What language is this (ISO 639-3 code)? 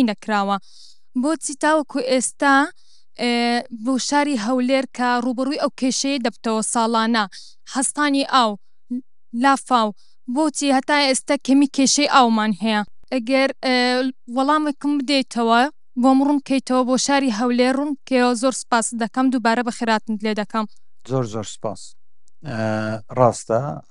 ckb